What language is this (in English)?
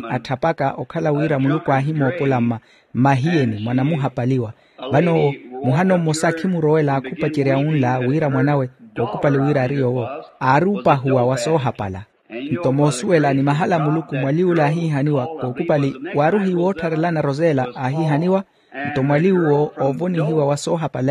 Makhuwa